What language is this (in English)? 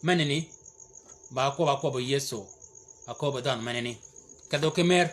Shilluk